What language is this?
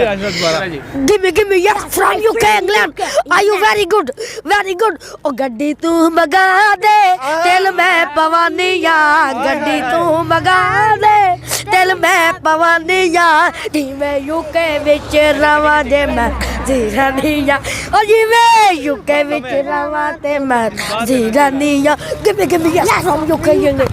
Pahari-Potwari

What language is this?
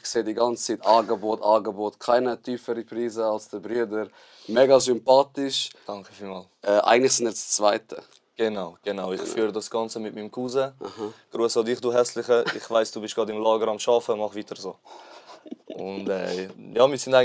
Swiss German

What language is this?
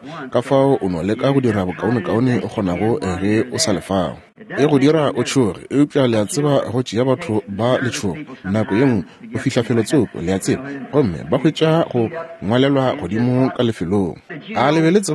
Northern Sotho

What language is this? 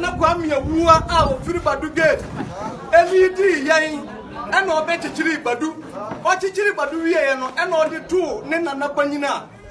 Akan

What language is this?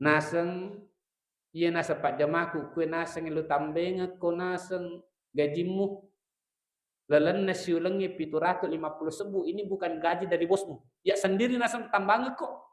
Buginese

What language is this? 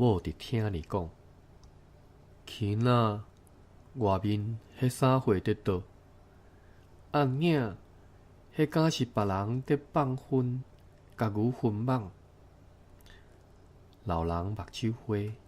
Min Nan Chinese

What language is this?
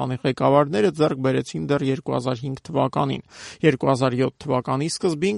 Armenian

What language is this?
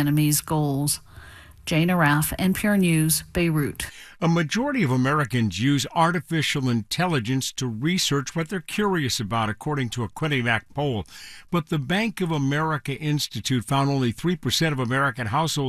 English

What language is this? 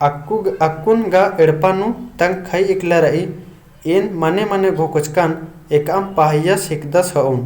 Kurukh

